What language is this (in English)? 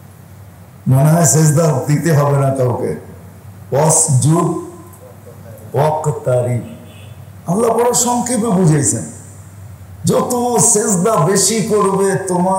Bangla